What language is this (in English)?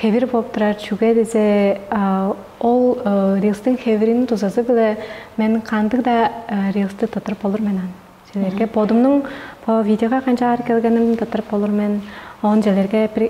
Tuvinian